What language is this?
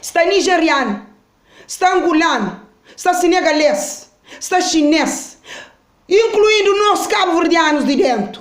Kabuverdianu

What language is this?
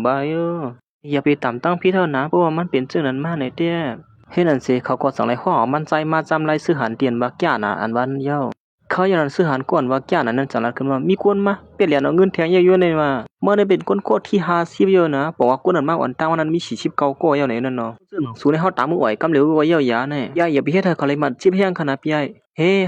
Shan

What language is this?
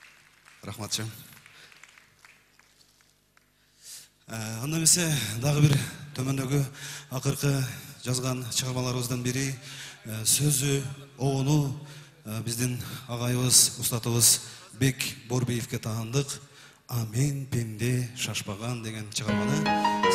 Kyrgyz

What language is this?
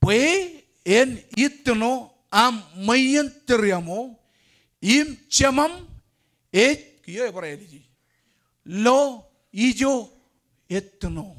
Marshallese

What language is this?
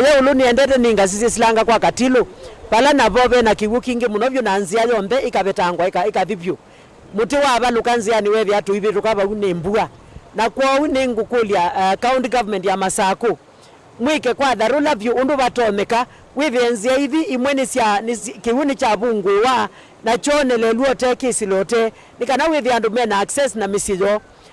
Kamba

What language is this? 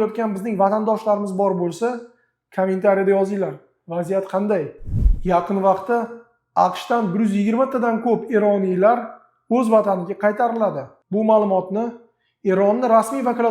Uzbek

